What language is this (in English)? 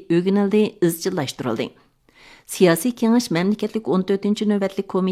Uyghur